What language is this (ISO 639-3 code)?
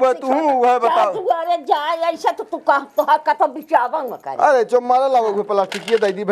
awa